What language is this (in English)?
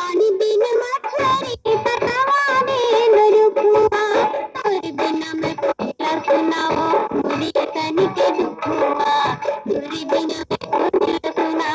Chhattisgarhi